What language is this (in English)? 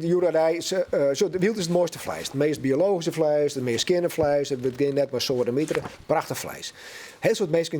Western Frisian